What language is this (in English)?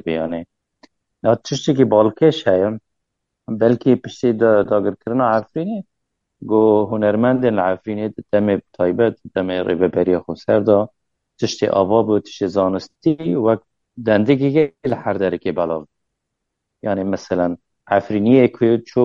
Kurdish